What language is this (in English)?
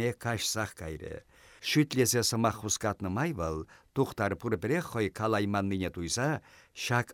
Chuvash